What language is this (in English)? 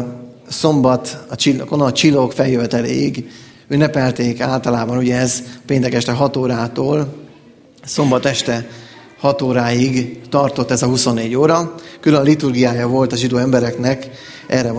Hungarian